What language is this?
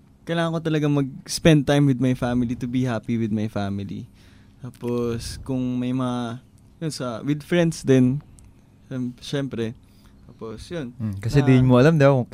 Filipino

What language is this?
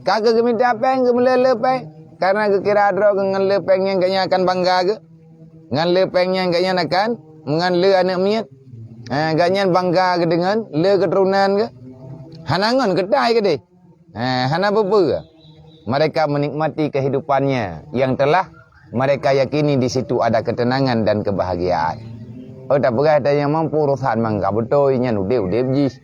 Achinese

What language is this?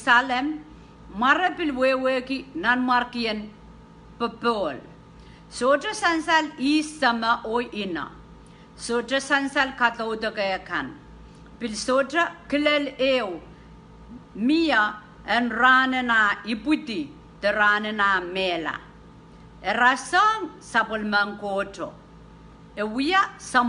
Pohnpeian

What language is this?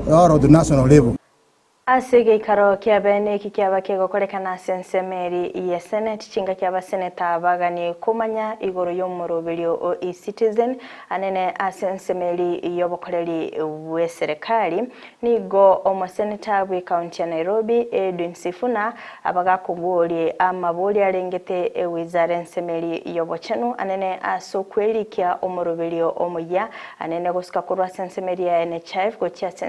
Gusii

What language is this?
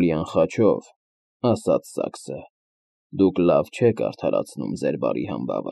Armenian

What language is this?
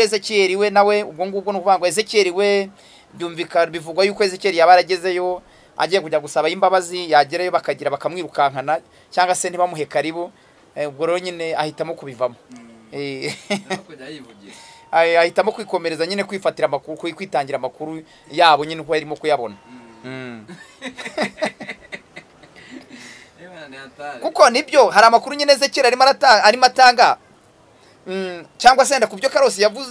Kinyarwanda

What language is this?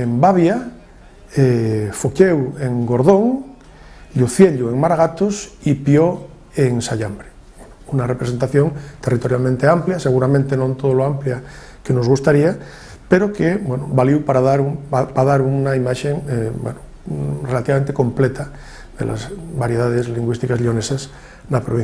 Asturian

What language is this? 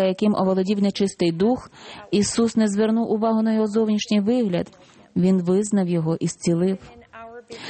Ukrainian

